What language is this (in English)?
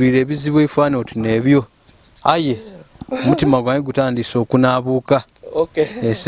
Ganda